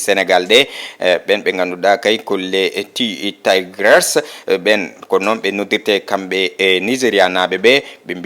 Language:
Fula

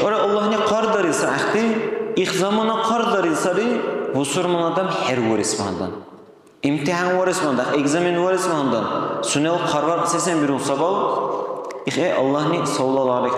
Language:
Dargwa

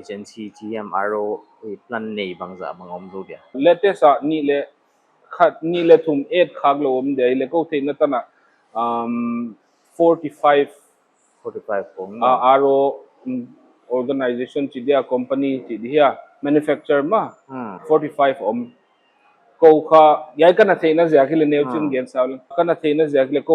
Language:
Paite Chin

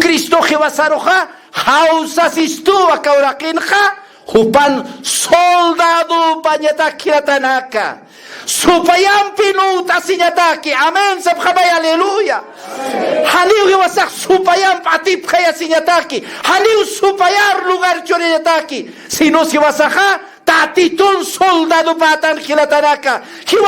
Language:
Aymara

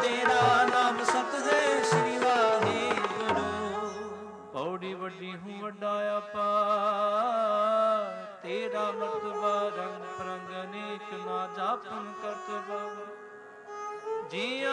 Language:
Punjabi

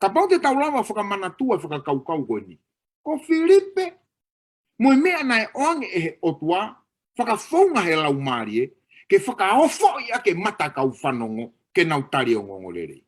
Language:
Tongan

